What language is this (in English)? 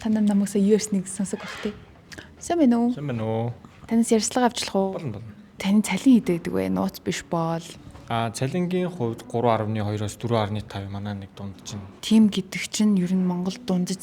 Mongolian